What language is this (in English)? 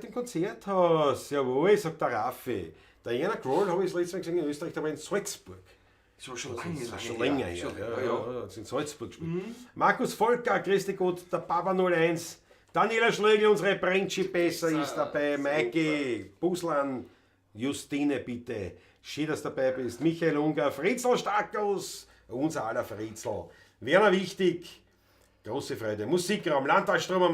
Bavarian